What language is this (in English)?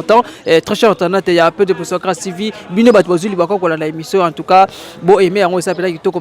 Lingala